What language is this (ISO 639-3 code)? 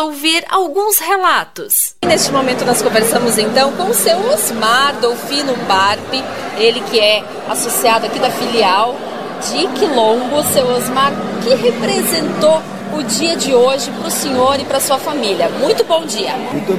por